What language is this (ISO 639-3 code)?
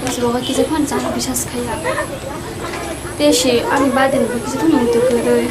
trp